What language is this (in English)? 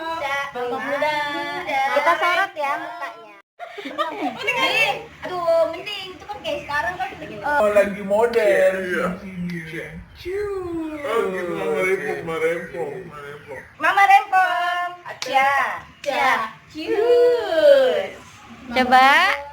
Betawi